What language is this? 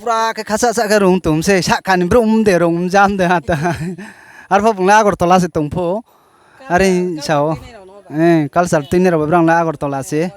Riang (India)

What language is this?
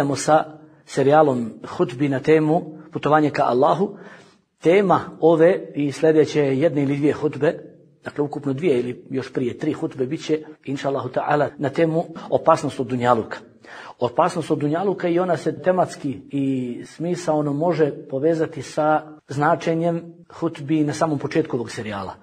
Bosnian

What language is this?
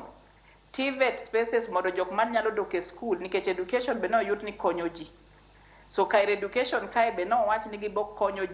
Luo (Kenya and Tanzania)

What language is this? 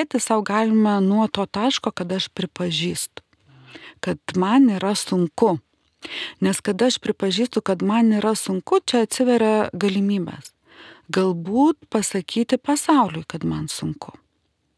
Lithuanian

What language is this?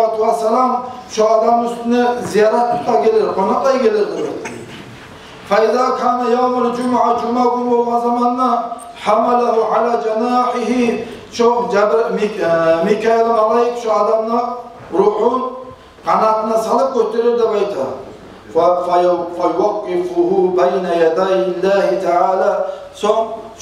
Kumyk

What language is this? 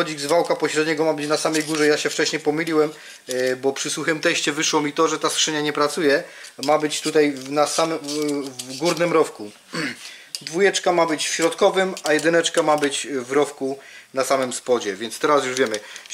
Polish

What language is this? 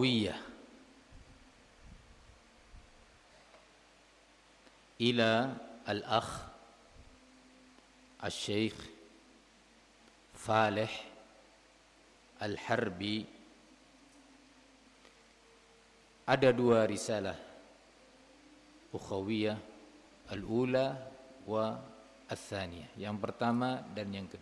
Indonesian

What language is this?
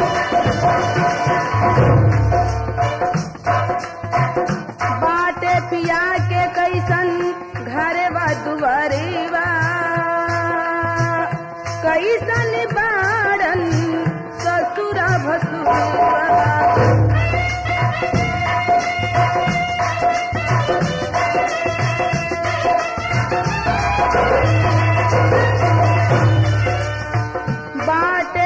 Bhojpuri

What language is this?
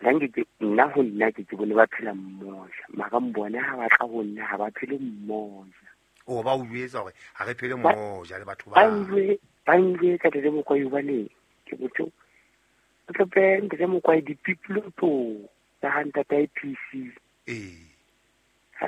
Southern Sotho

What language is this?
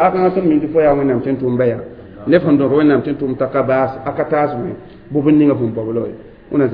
Mossi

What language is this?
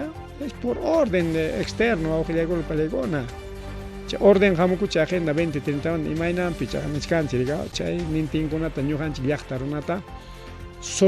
Ayacucho Quechua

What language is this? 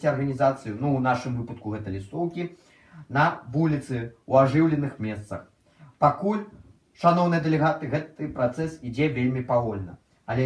Belarusian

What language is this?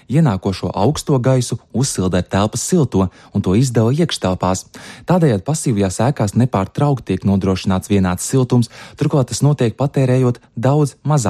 Latvian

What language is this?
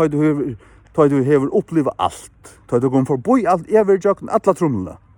Faroese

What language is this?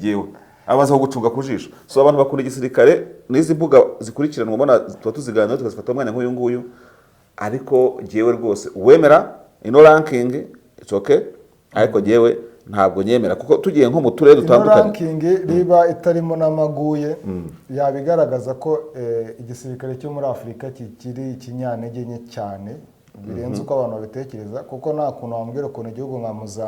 Kinyarwanda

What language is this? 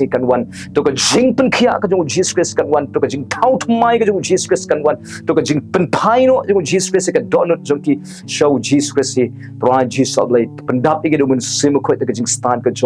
Khasi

